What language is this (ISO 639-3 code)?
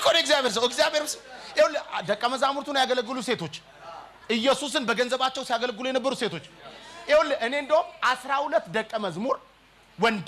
amh